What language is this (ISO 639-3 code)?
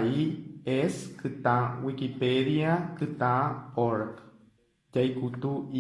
grn